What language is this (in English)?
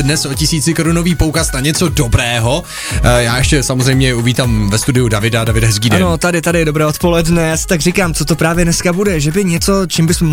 Czech